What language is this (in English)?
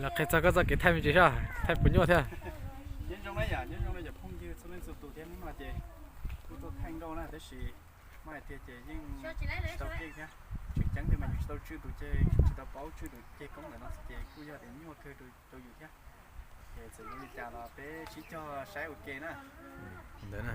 Hmong